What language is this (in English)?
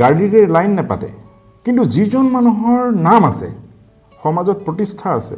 Assamese